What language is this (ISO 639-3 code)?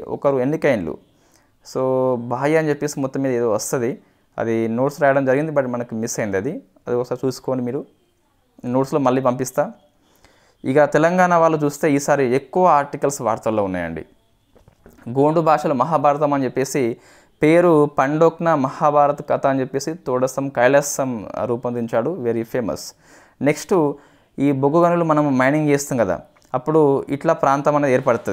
tel